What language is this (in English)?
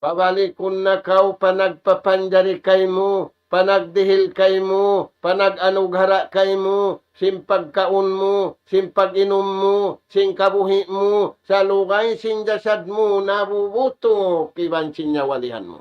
Tausug